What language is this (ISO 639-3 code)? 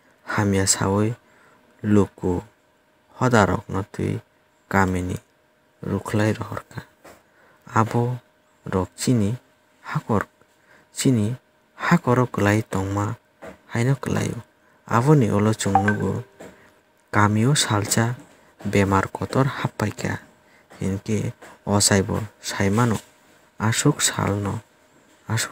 trp